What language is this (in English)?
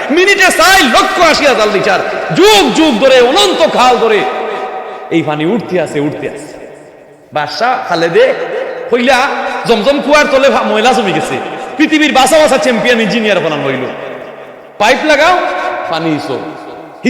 Sylheti